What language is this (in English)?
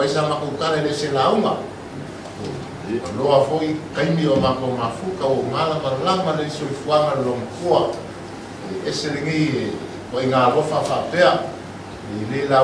Samoan